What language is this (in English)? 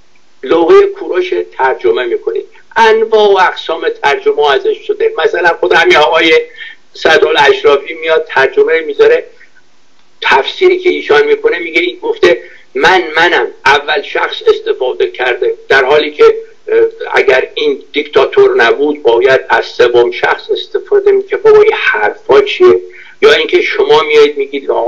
Persian